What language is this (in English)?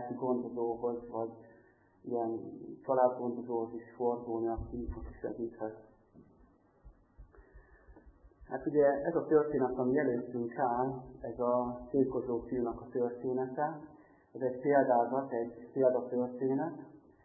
Hungarian